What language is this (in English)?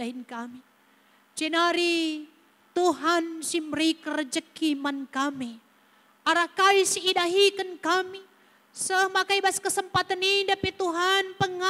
Batak Karo